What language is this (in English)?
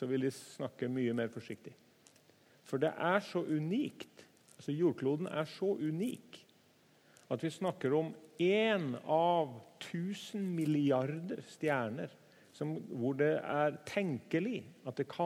Norwegian